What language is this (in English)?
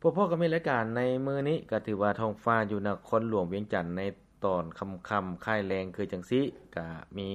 Lao